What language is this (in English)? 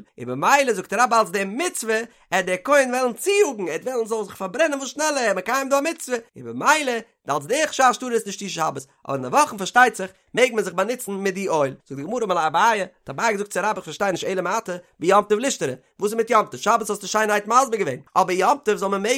Yiddish